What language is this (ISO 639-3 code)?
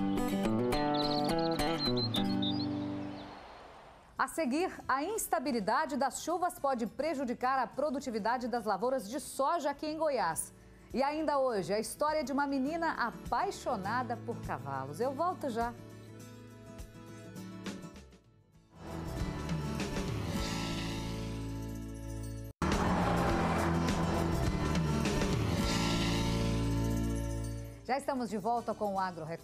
por